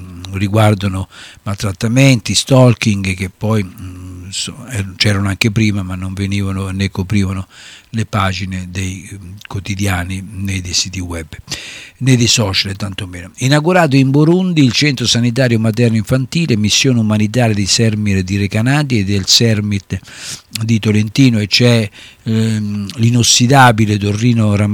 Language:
Italian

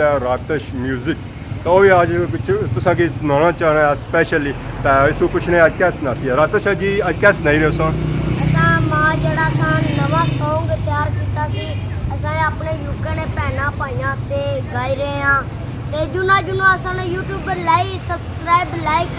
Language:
Pahari-Potwari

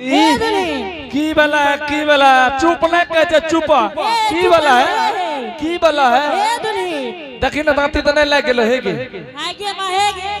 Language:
Angika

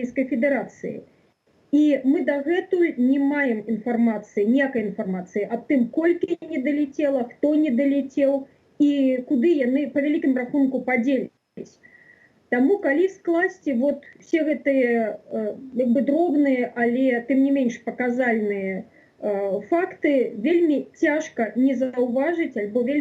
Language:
Belarusian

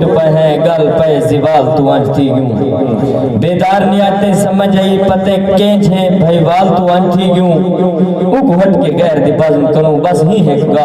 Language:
Saraiki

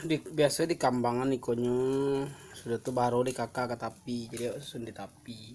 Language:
Minangkabau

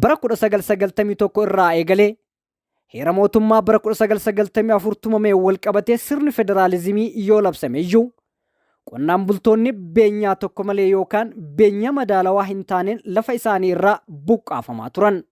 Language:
Oromo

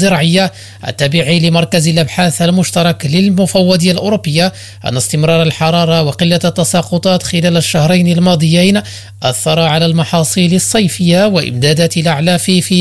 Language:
Arabic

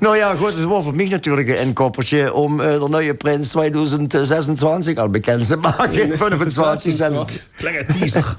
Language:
Limburgish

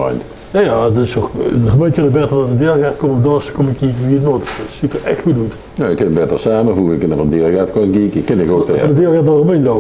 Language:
Limburgish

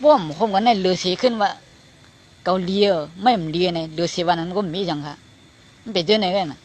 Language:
Shan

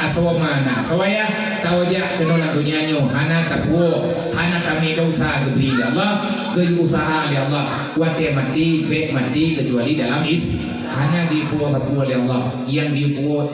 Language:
Achinese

